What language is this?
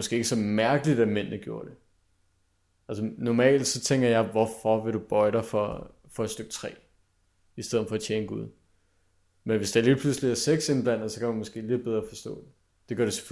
Danish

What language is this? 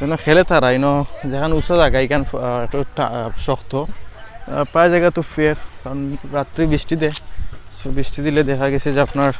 Sylheti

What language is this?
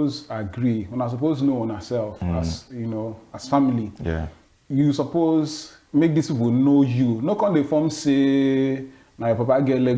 Nigerian Pidgin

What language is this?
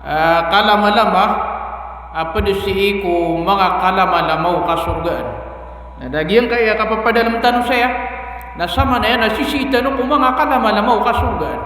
Maranao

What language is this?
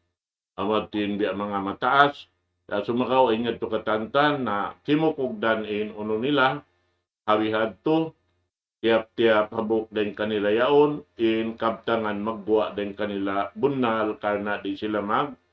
Tausug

